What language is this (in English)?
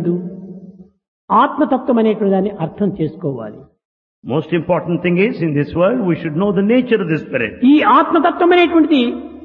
Telugu